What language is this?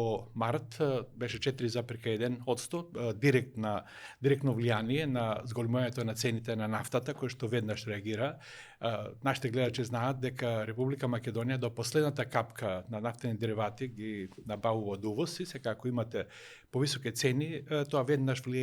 Macedonian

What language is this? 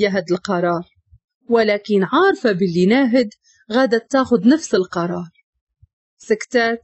Moroccan Arabic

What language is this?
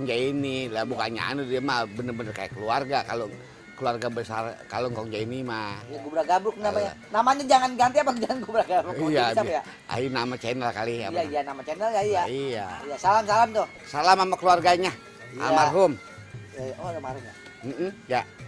Betawi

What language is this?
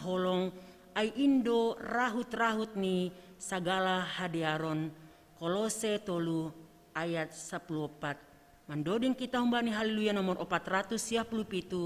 Batak Simalungun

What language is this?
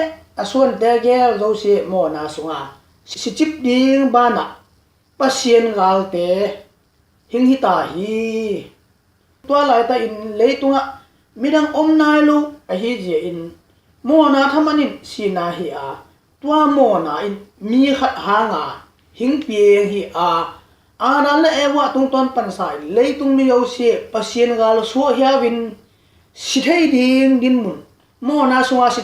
Tedim Chin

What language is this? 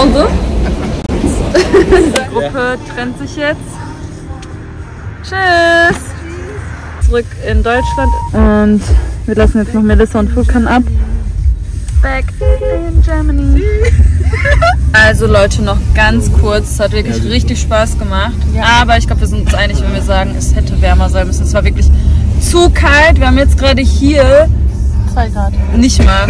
German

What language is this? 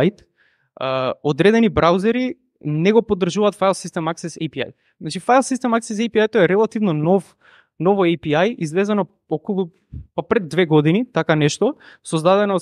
Macedonian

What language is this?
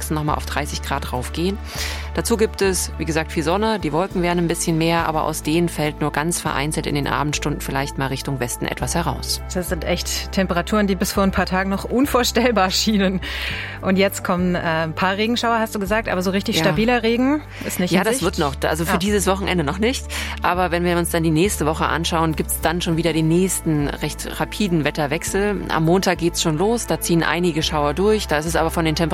German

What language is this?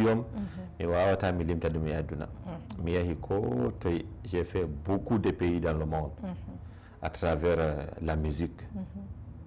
Fula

